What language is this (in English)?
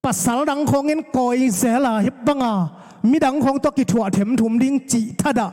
Tedim Chin